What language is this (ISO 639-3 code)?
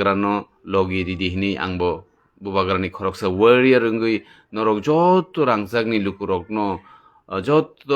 trp